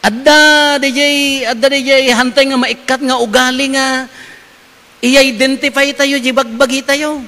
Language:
Iloko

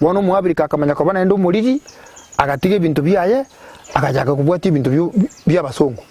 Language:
Gusii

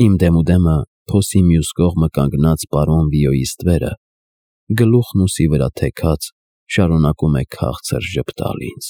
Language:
Armenian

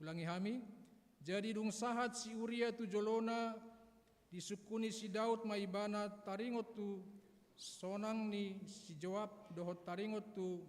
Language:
Batak Toba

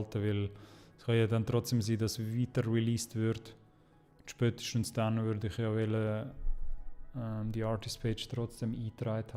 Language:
Swiss German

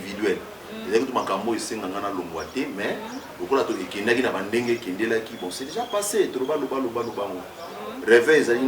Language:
Lingala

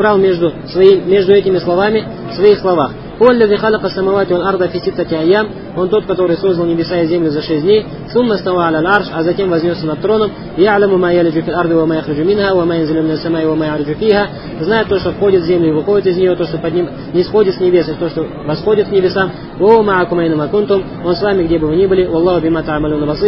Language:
Russian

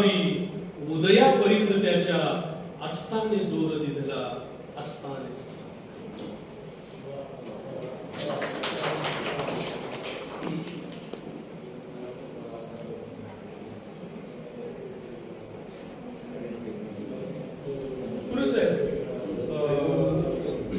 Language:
Marathi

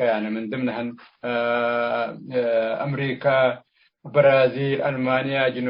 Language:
Tigre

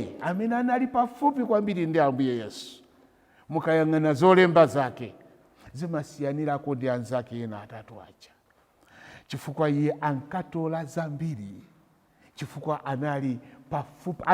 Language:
Nyanja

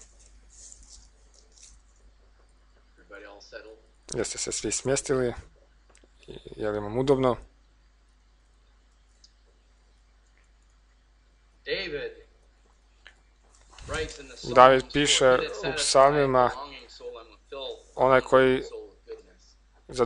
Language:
Croatian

